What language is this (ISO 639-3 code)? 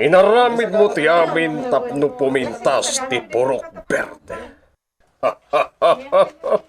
ilo